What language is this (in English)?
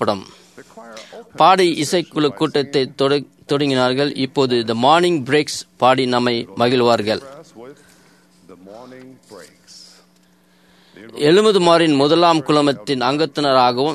Tamil